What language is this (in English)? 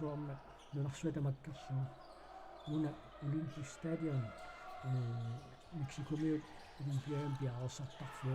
Kalaallisut